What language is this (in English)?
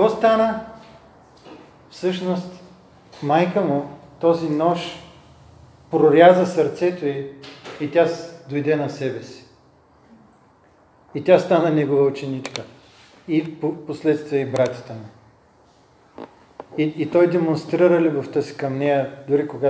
Bulgarian